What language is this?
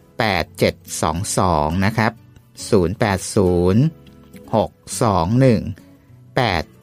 Thai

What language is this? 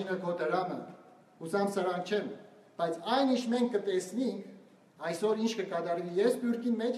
Western Armenian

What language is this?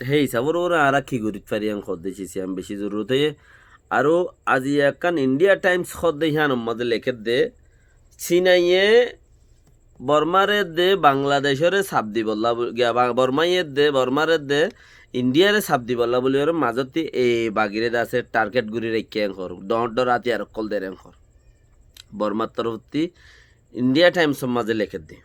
Rohingya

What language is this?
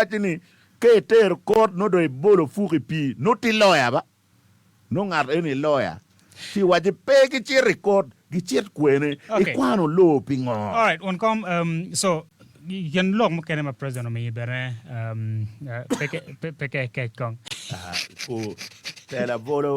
Acoli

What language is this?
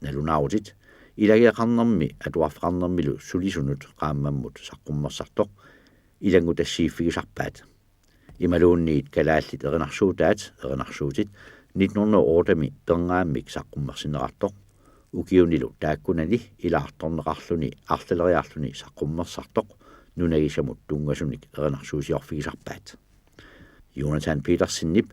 Kalaallisut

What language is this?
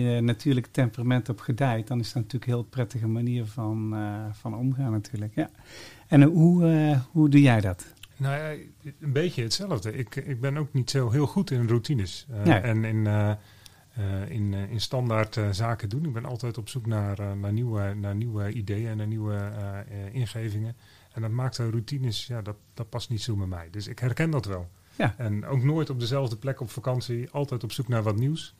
Dutch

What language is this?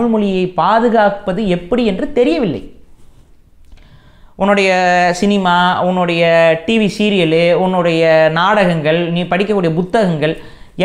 Tamil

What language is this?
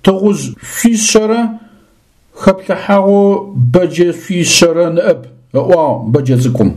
Adyghe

